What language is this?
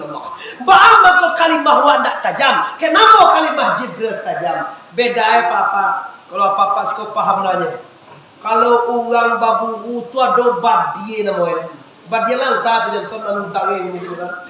Minangkabau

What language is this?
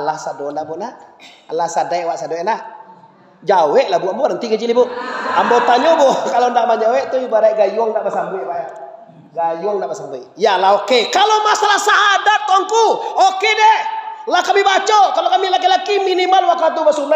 Minangkabau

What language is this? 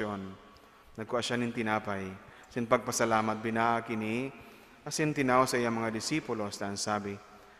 Bikol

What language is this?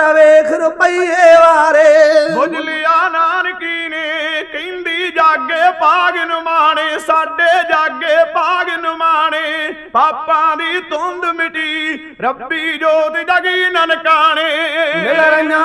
Punjabi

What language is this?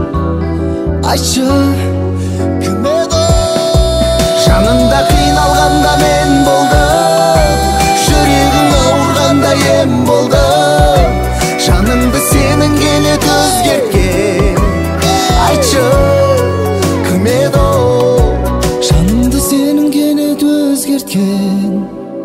Kazakh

